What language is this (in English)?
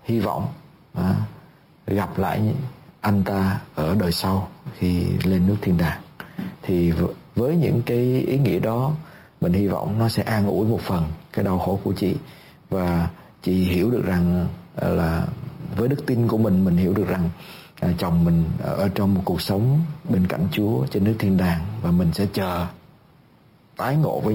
Vietnamese